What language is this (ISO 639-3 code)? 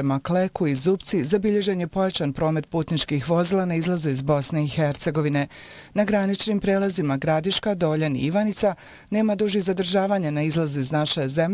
bos